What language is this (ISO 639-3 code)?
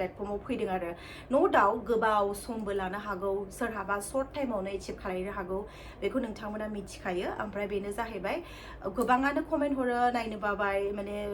brx